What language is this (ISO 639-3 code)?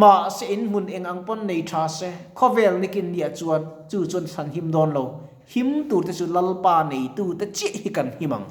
lus